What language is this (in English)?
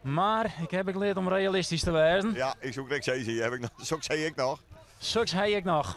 Western Frisian